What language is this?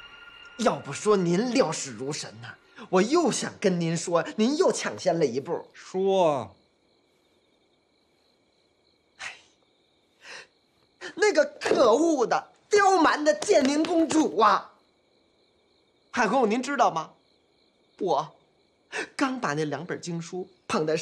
Chinese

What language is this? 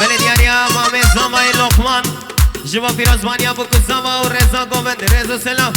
Kurdish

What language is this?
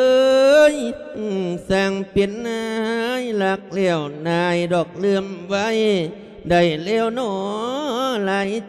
Lao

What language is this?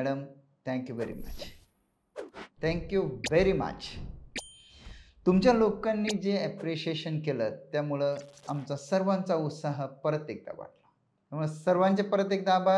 Marathi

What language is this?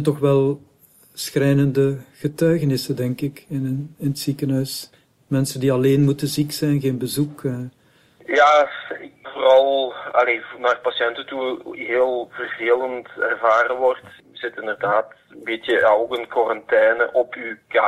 Dutch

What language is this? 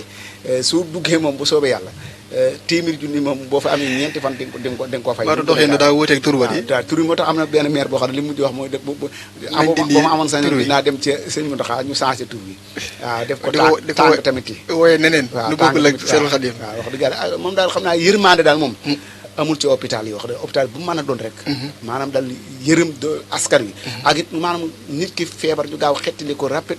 Wolof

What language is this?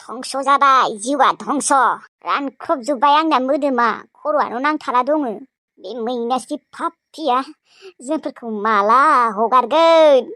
Bodo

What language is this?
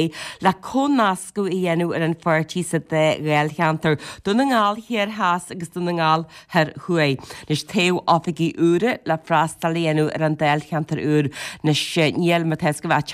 Irish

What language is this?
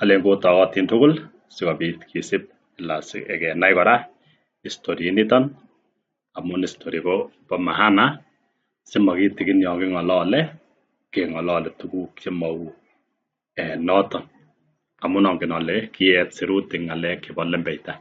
Kalenjin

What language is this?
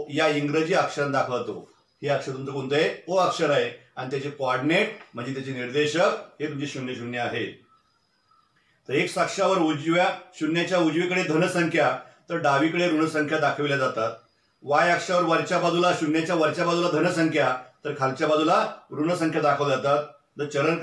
Marathi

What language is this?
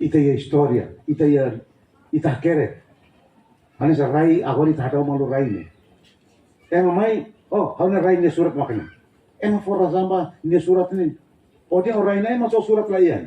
Tetum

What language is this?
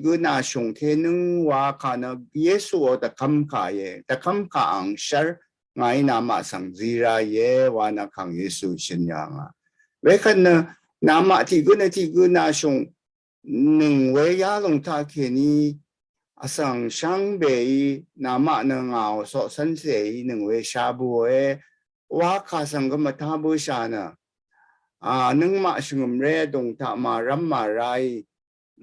Rawang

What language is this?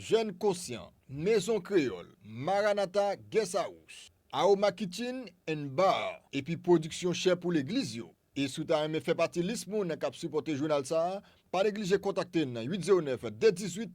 Haitian Creole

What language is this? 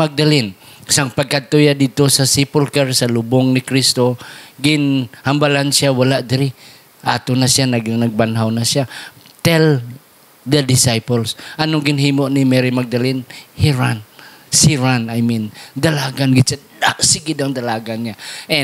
Hiligaynon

